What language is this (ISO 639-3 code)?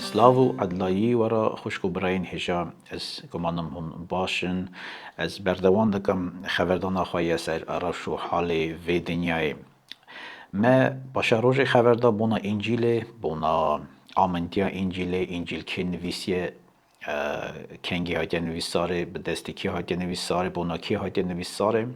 kur